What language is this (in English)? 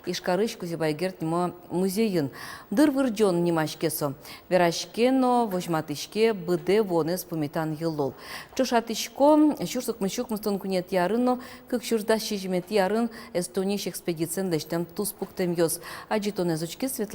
Udmurt